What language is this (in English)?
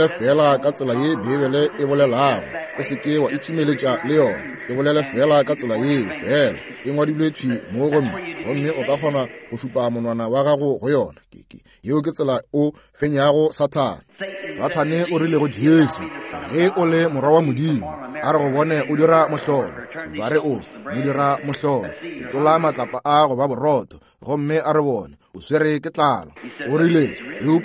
Northern Sotho